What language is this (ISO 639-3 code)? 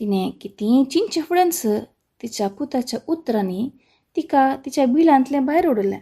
kok